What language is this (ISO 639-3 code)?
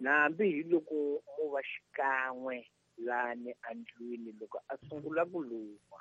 tso